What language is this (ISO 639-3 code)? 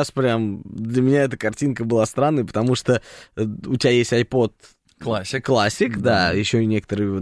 rus